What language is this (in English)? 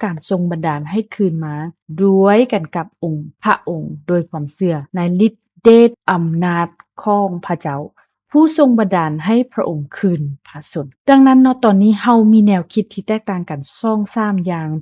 Lao